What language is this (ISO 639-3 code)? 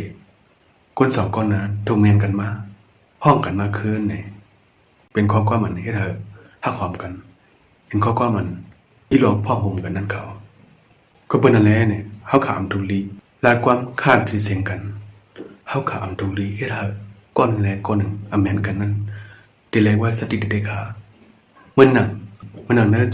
shn